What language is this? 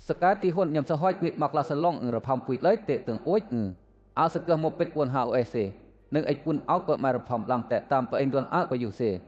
Western Lawa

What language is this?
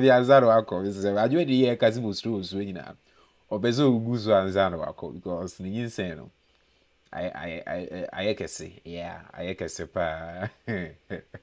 Akan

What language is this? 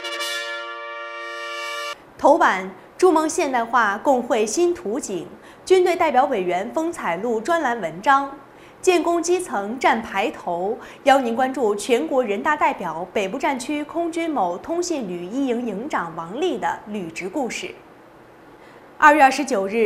Chinese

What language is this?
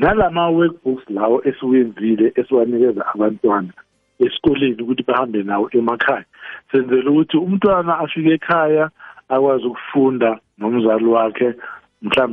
South Ndebele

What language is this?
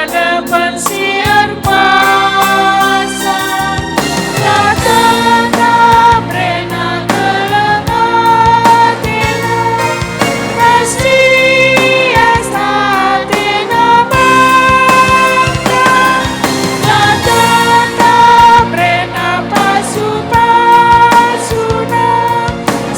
Batak Karo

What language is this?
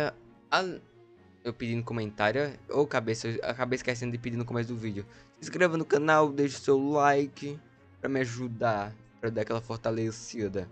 Portuguese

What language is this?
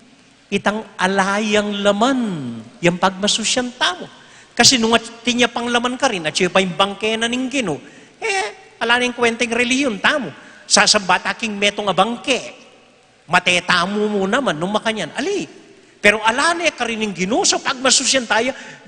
Pampanga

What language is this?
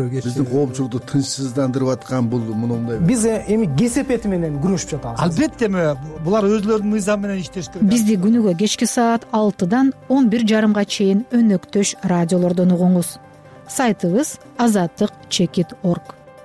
Kyrgyz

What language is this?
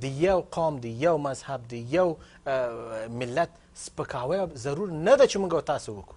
Pashto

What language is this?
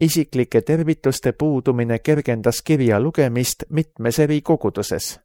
Estonian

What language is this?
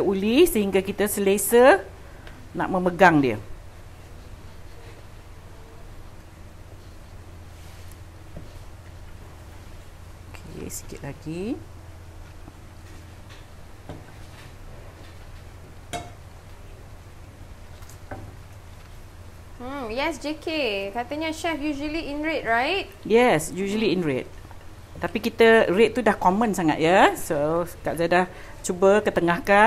Malay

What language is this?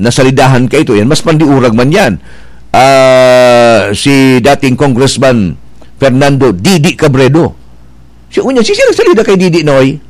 Bikol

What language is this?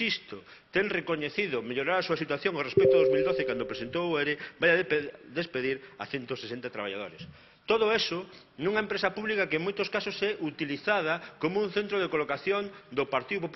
Galician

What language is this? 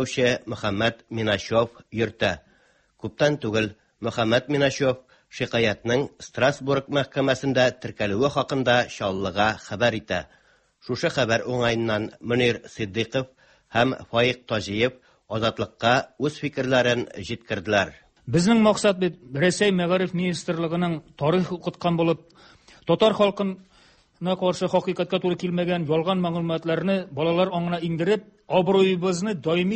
Tatar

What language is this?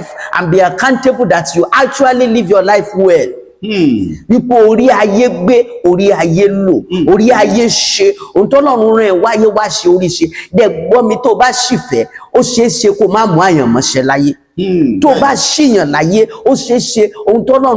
Yoruba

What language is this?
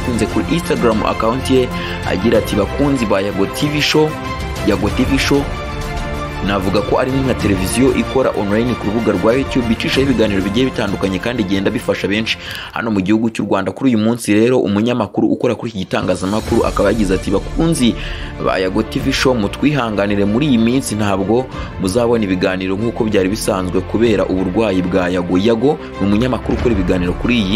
Kinyarwanda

